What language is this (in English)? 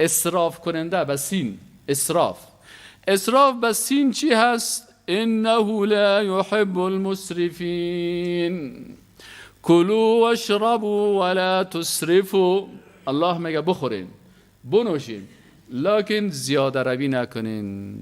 Persian